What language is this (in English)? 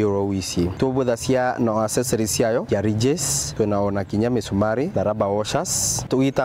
Meru